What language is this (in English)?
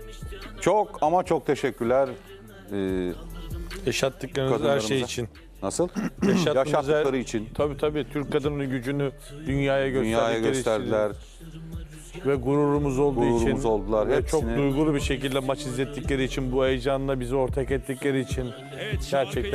Turkish